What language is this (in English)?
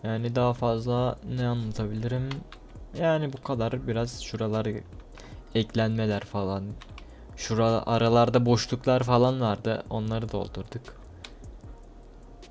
Turkish